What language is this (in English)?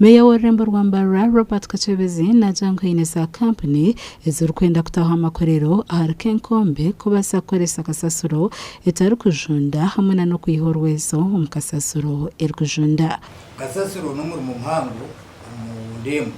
Nyankole